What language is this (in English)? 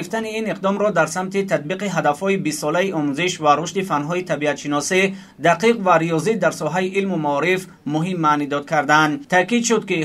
Tajik